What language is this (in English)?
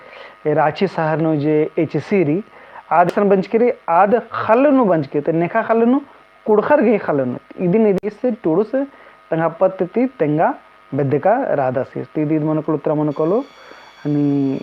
Kurukh